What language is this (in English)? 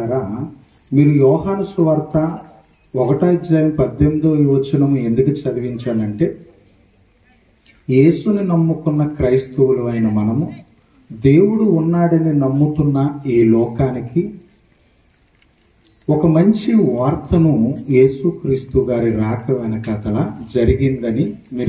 Telugu